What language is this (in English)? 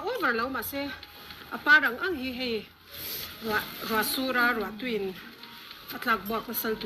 Mizo